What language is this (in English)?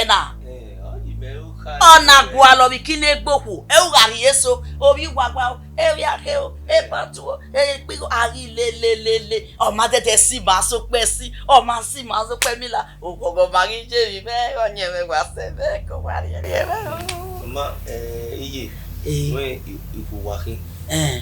Bini